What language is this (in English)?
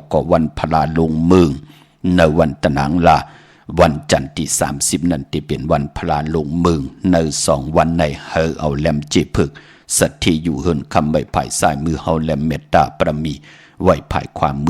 Shan